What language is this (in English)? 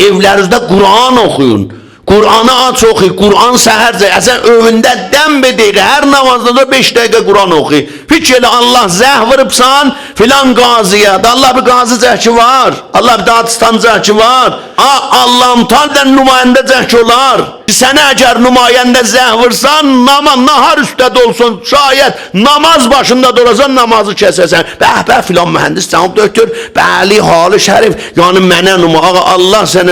South Azerbaijani